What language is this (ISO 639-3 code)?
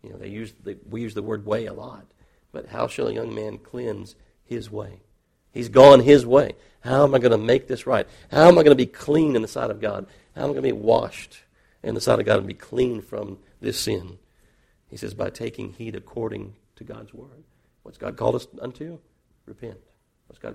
eng